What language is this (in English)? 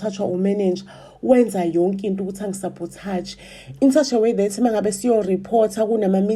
Zulu